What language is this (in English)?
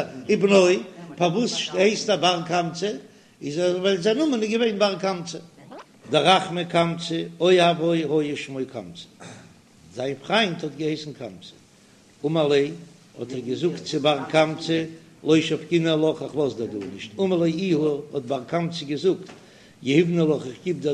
Yiddish